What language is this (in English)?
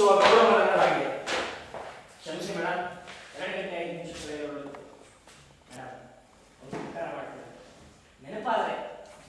Kannada